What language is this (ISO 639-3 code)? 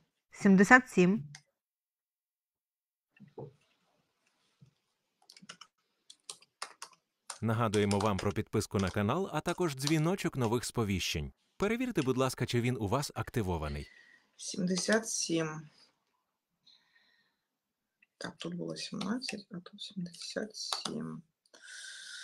ukr